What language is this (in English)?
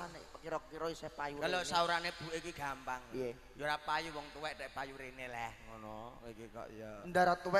Javanese